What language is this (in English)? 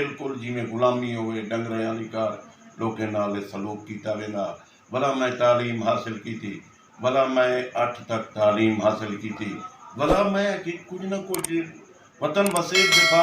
Western Panjabi